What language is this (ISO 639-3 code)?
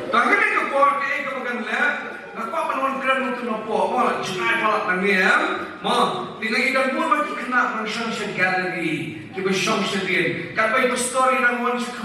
kha